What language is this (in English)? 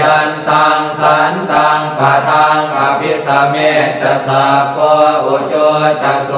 Pali